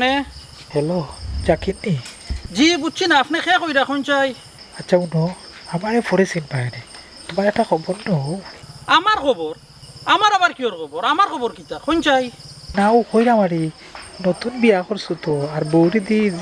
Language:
Sylheti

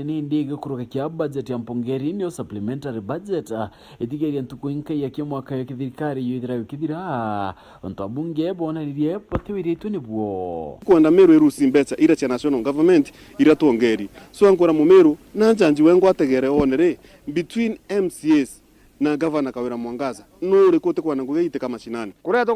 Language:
Meru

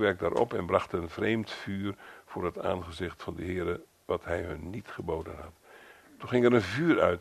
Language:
Dutch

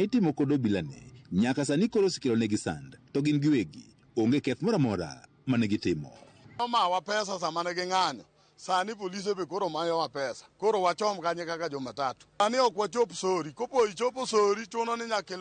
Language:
Luo (Kenya and Tanzania)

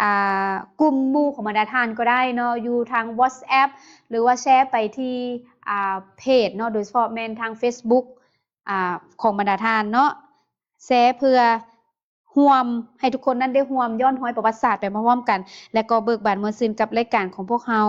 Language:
Lao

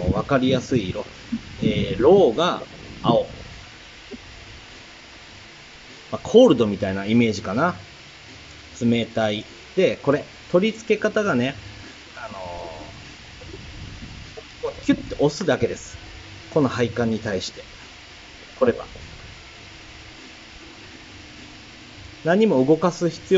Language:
Japanese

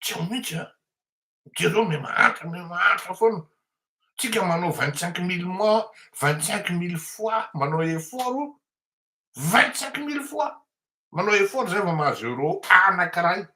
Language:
Malagasy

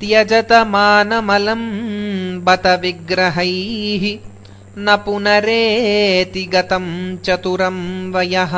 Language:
Sanskrit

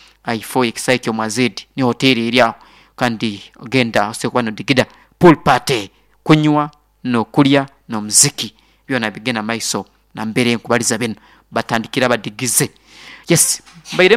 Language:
Nyoro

